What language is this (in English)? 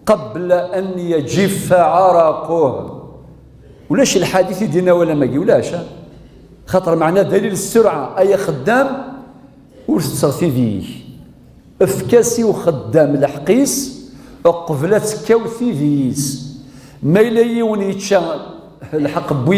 Kabyle